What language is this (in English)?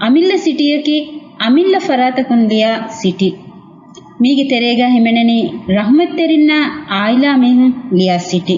Divehi